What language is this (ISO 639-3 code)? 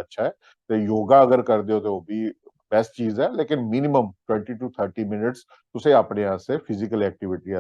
doi